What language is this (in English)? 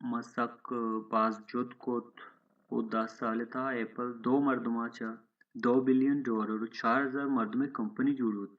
Baluchi